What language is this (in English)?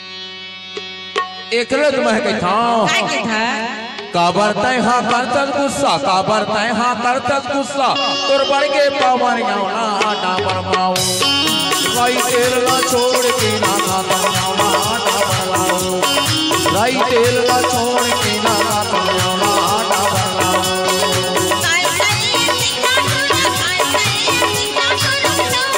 Chhattisgarhi